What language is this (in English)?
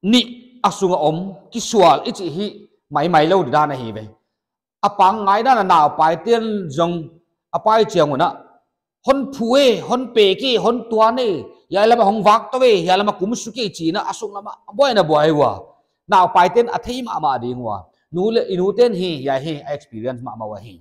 Paite Chin